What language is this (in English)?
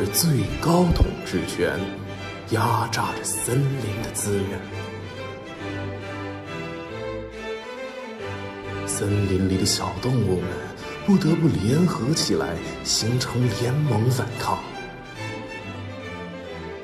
Chinese